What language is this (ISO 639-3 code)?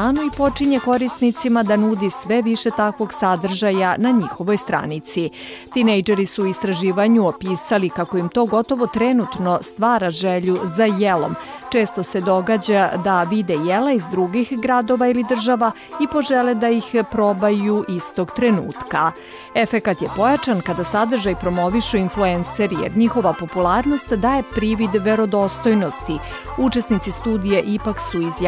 srp